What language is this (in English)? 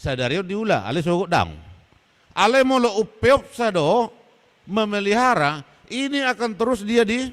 Batak Toba